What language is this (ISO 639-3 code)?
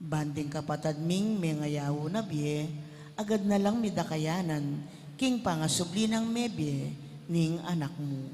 pam